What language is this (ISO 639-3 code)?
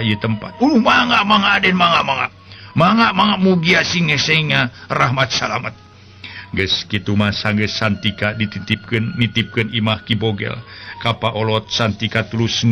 sun